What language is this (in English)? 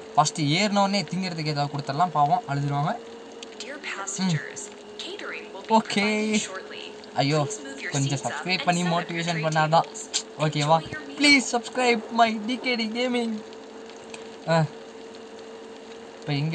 Tamil